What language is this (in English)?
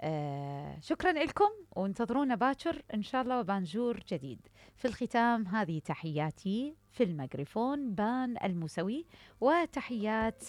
Mesopotamian Arabic